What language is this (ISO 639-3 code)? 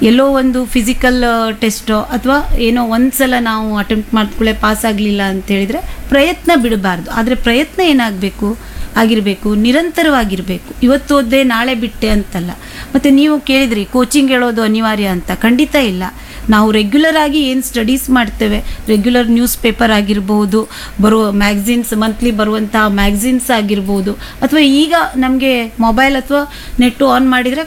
kan